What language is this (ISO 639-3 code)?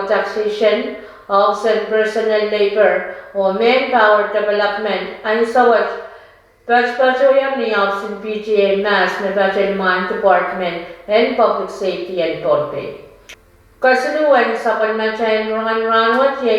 pon